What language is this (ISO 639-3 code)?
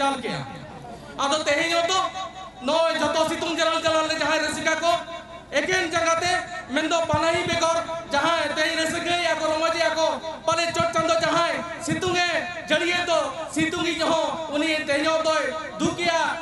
sat